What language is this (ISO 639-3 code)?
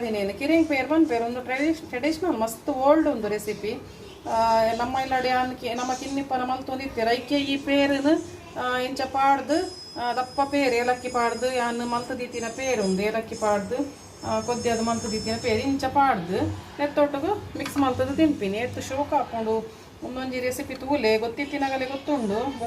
tcy